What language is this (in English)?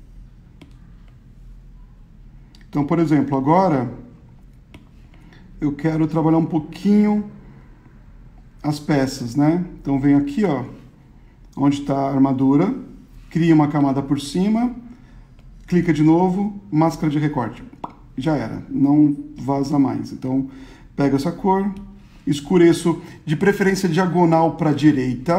Portuguese